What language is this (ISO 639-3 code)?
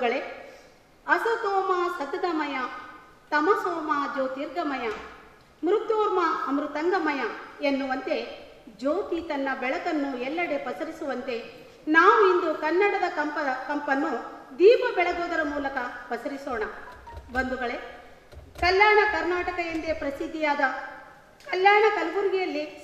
kan